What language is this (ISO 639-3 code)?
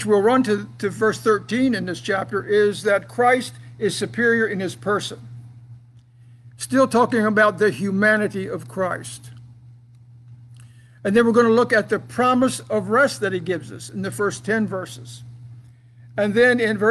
eng